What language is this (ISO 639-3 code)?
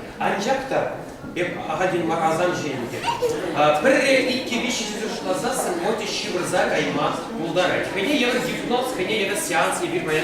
chv